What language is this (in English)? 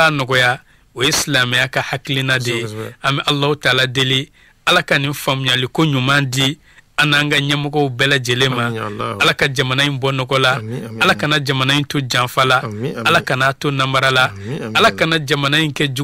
Bambara